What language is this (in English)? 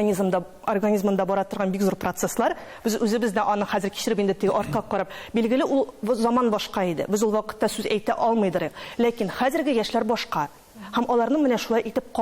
Tatar